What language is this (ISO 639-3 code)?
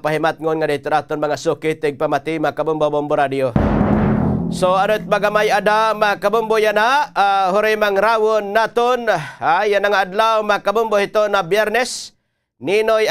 war